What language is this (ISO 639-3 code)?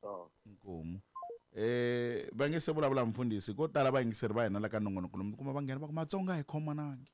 tso